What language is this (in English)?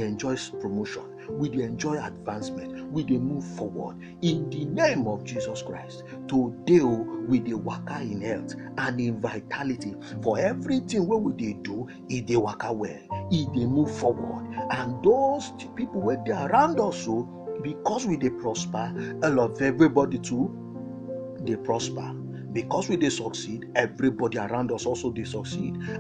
Nigerian Pidgin